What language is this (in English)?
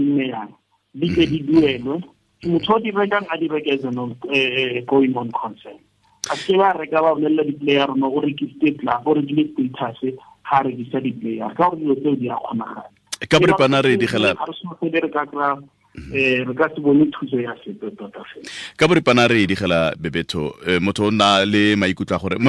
Tswana